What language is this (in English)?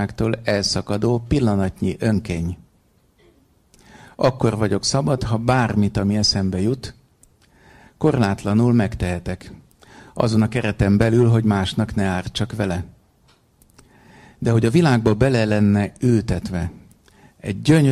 Hungarian